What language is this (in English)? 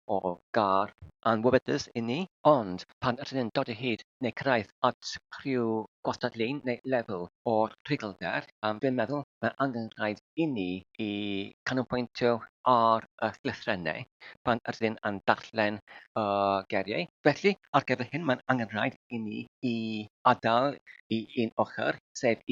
Welsh